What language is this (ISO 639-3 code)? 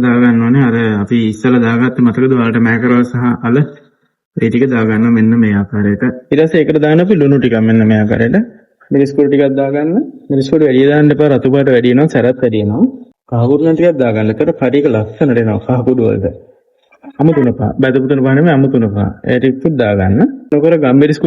sin